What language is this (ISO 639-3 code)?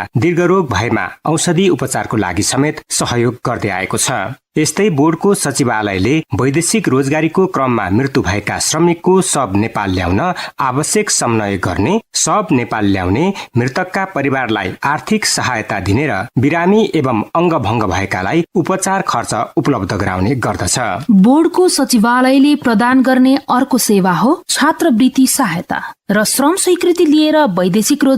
nep